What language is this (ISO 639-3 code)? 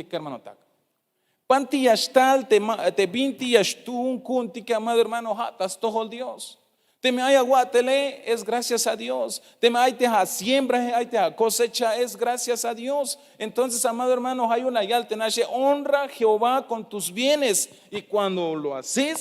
tzh